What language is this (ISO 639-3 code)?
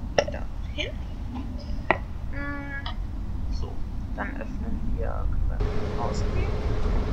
deu